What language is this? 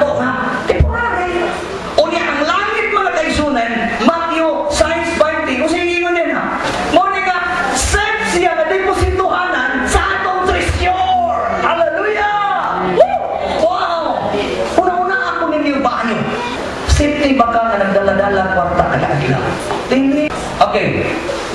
Cebuano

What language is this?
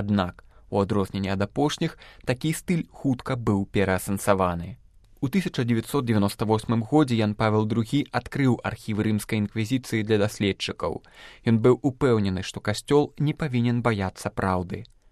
Belarusian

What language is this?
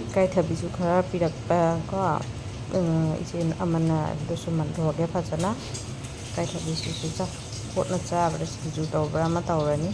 Manipuri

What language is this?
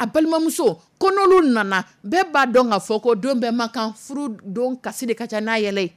Dyula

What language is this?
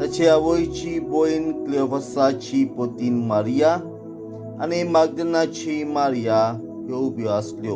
Konkani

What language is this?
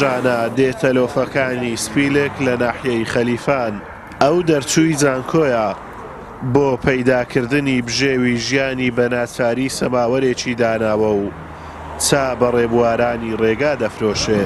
Central Kurdish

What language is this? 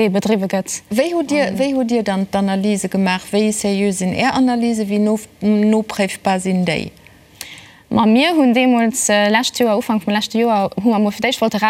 Luxembourgish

